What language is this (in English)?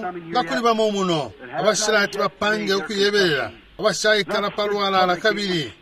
Bemba